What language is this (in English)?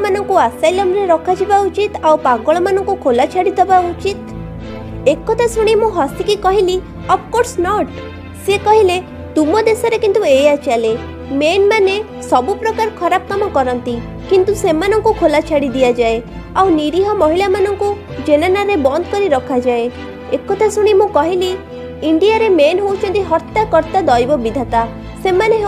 Odia